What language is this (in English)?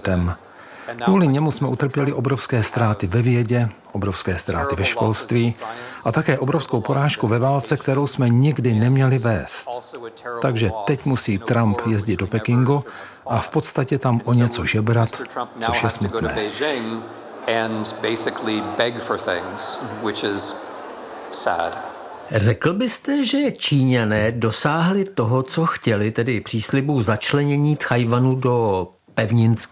Czech